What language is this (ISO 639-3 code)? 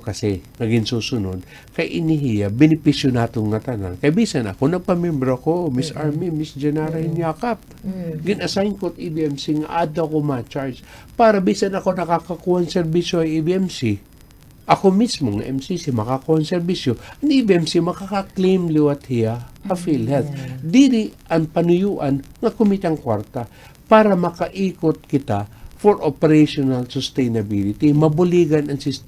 war